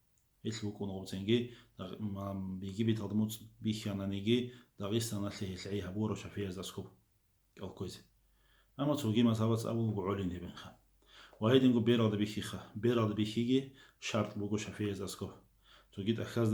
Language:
Avaric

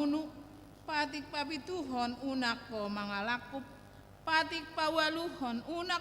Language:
Batak Toba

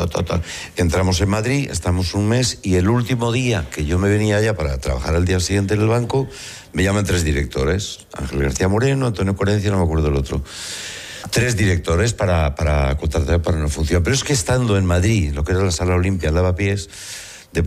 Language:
Spanish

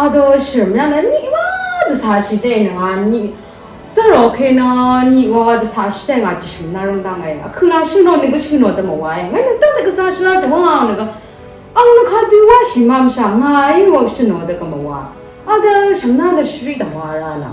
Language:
Rawang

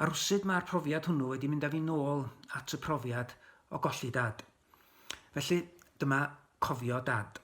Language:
Welsh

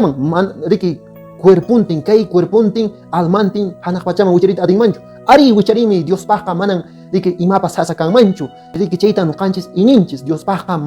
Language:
Quechua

